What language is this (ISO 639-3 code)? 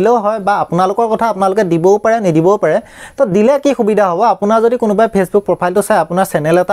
asm